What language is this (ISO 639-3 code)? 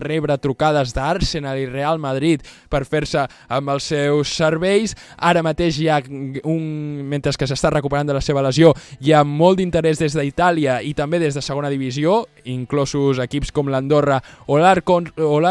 cat